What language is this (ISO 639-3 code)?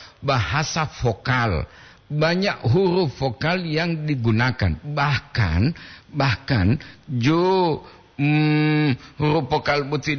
gor